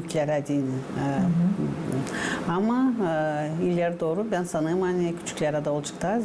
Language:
Gagauz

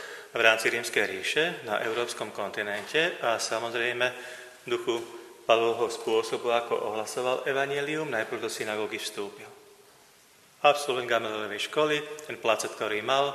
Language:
Slovak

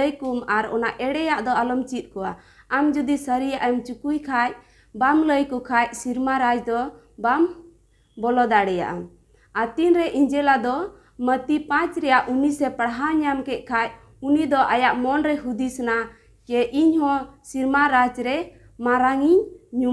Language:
Santali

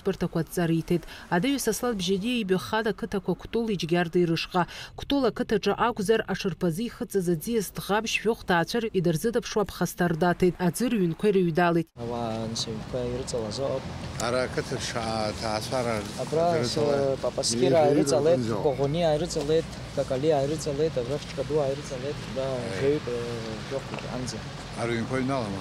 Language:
Abkhazian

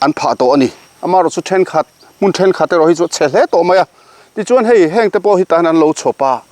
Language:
Mizo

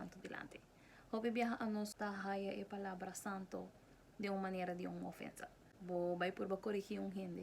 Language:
Papiamento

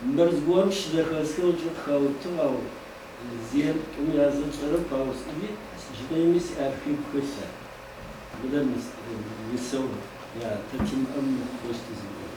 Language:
Adyghe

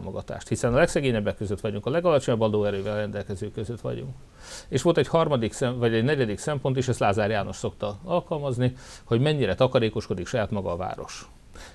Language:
Hungarian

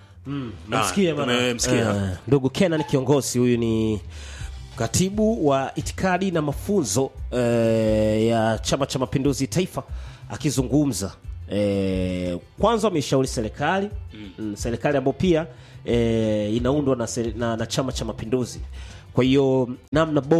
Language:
Swahili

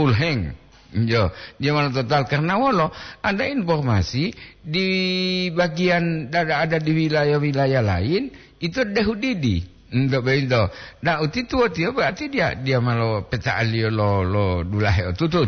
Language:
Gorontalo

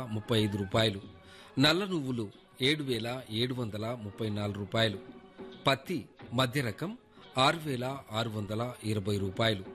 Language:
Telugu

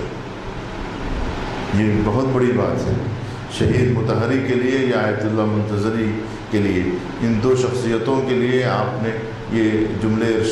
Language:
Urdu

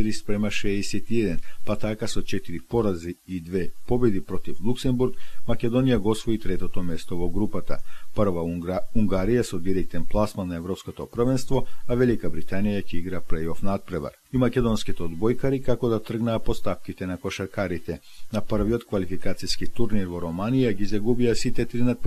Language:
Macedonian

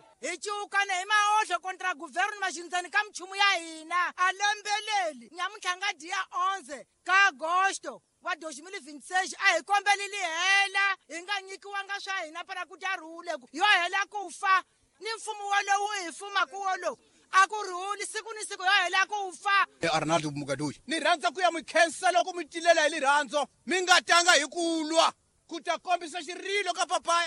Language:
Tsonga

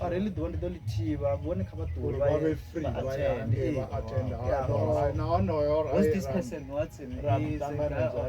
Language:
Venda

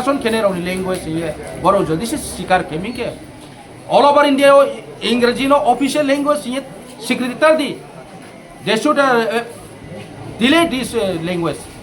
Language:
Kok Borok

